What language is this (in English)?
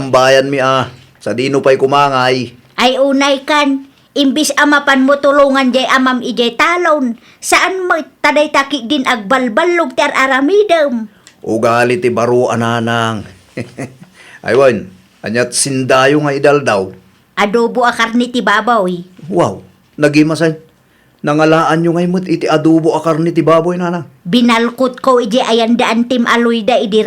Iloko